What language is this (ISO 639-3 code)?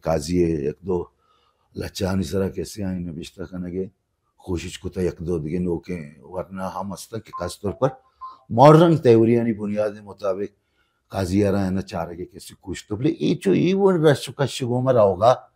bal